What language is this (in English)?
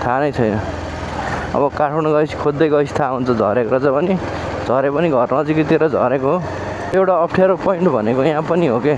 Nepali